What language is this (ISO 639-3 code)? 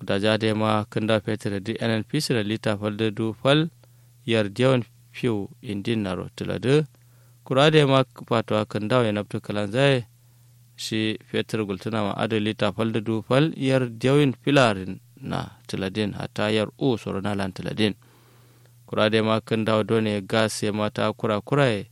kau